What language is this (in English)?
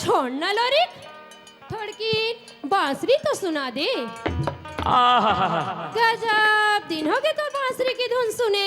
Chhattisgarhi